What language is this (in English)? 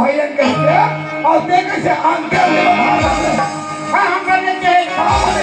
Chhattisgarhi